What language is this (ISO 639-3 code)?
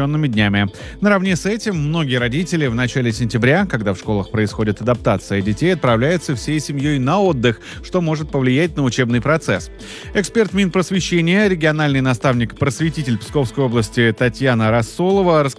rus